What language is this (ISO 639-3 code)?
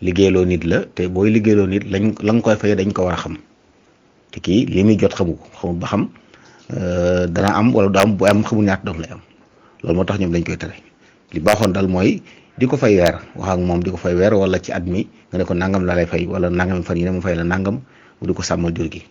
wol